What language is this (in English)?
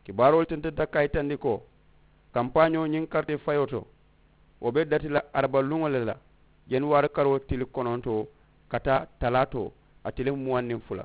Mandingo